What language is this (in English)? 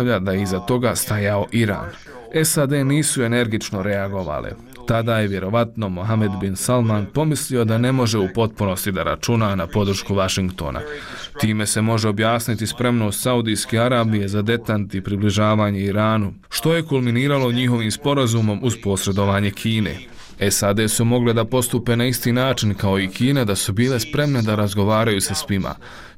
Bosnian